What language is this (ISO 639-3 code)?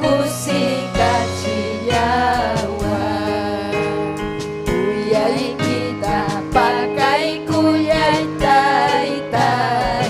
quy